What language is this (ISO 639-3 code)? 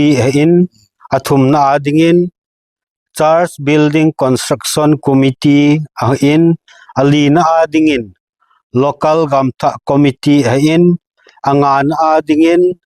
tcz